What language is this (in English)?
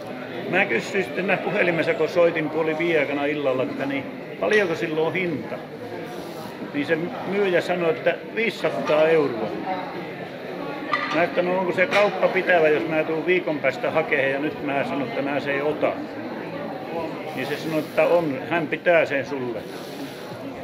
Finnish